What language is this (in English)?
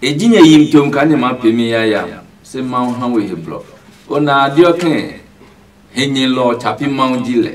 Adangme